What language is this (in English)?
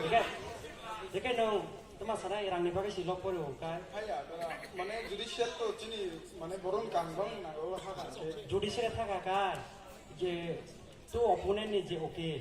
Kok Borok